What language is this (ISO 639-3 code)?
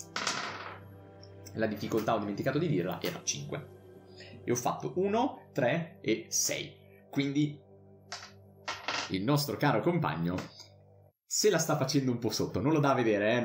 ita